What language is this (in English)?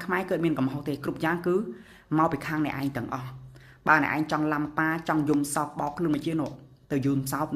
Khmer